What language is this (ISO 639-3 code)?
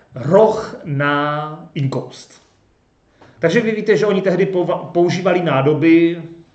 ces